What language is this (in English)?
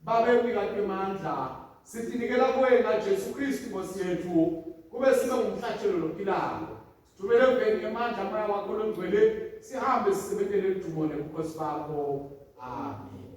Swati